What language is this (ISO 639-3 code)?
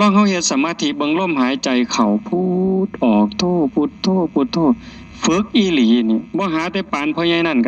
tts